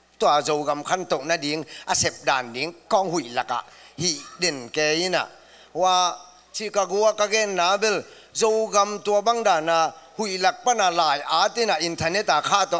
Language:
Tedim Chin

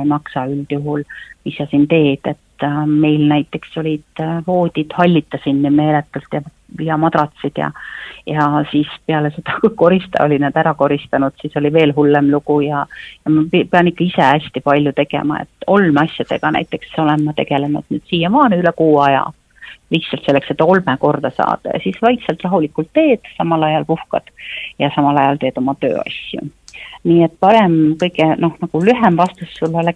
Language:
Estonian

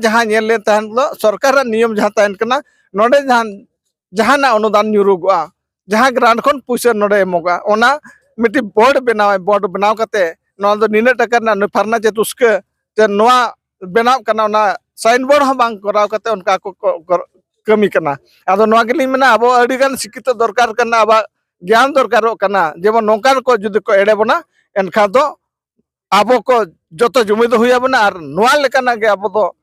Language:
Santali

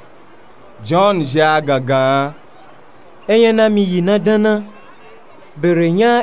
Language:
Nupe-Nupe-Tako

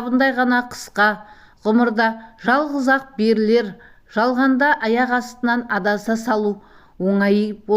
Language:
Kazakh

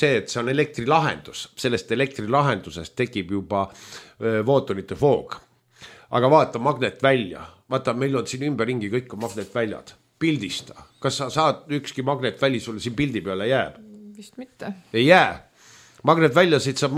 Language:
Estonian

